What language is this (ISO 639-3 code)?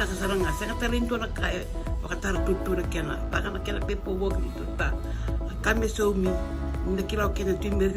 fij